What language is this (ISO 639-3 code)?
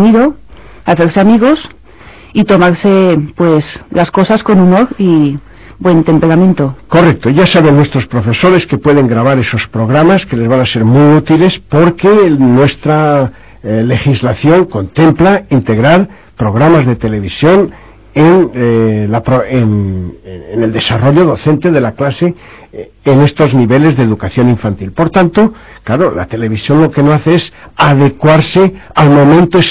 spa